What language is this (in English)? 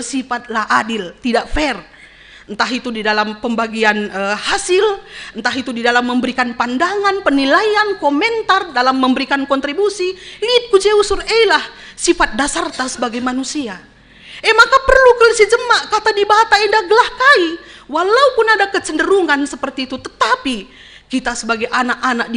Batak Karo